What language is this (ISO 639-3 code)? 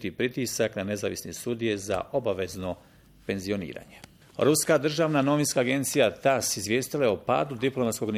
bos